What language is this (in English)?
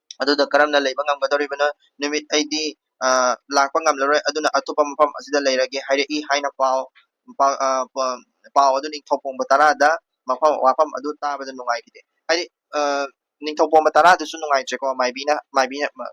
Manipuri